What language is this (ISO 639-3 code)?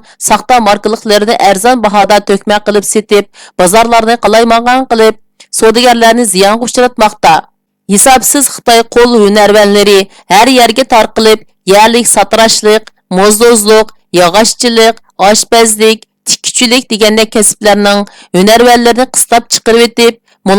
uig